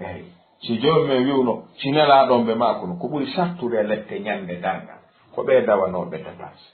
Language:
Fula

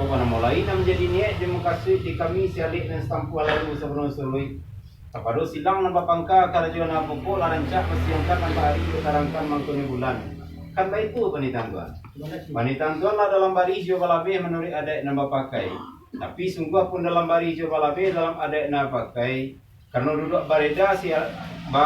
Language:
Minangkabau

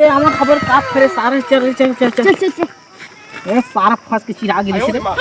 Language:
Chhattisgarhi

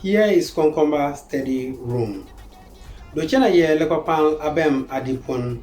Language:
Konkomba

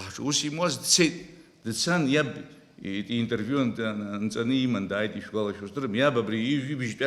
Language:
Abkhazian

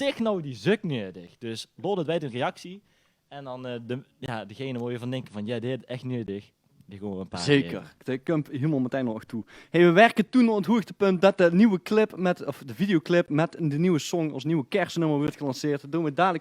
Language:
Limburgish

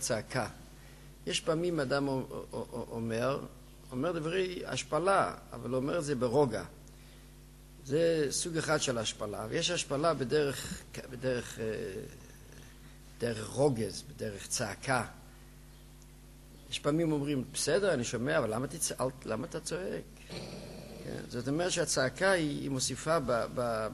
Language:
Hebrew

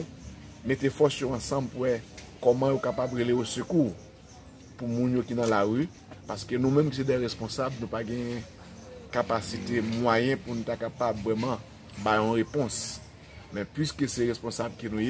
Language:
Haitian Creole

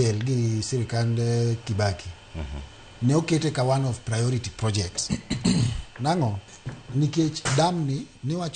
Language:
Luo (Kenya and Tanzania)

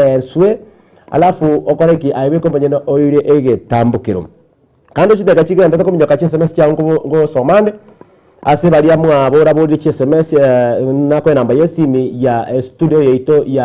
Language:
Gusii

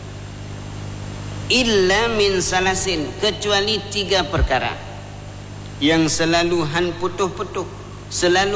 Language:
Malay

